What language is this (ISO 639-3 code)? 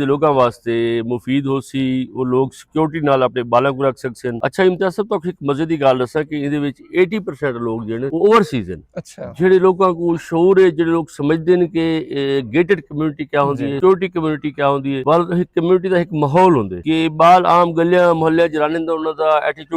skr